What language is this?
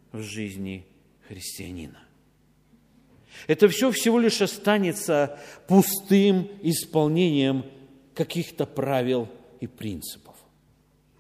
Russian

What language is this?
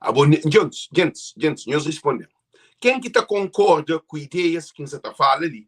Kabuverdianu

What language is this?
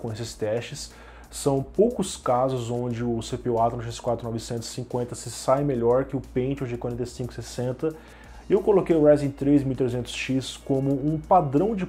Portuguese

